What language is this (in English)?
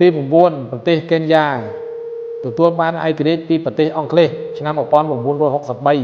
Khmer